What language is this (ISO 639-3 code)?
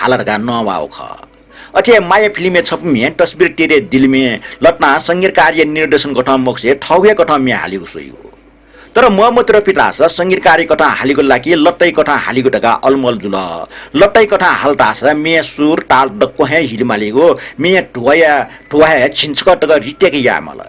new